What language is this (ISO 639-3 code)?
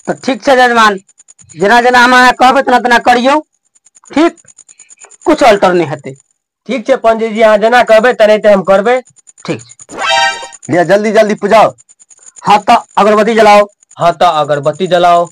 mai